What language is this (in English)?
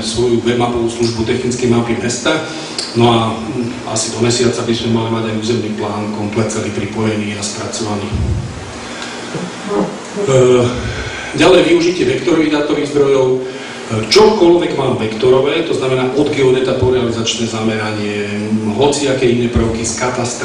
Slovak